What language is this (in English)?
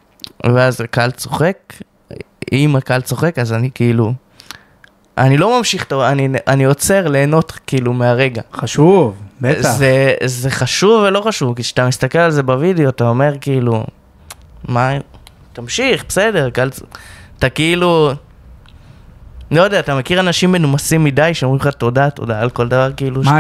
Hebrew